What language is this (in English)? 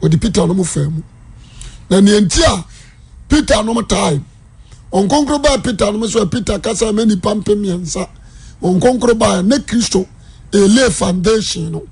Akan